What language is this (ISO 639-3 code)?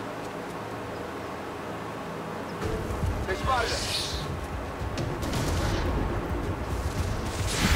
kor